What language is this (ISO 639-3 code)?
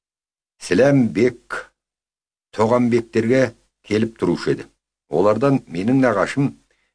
kaz